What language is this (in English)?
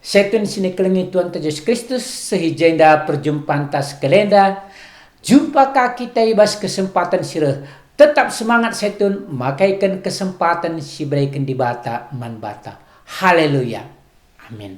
Batak Karo